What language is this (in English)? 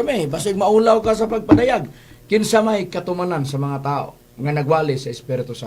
Cebuano